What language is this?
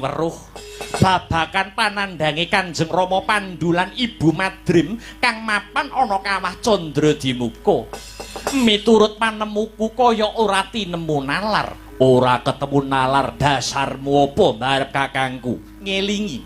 Javanese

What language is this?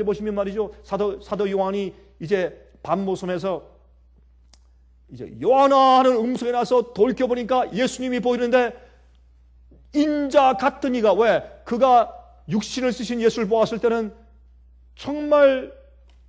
Korean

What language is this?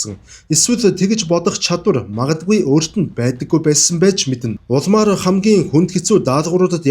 Mongolian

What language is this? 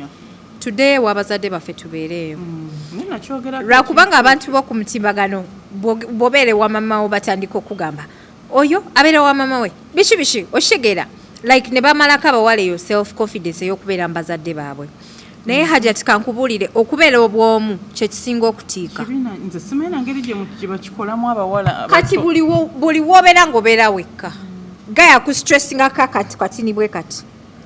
Ganda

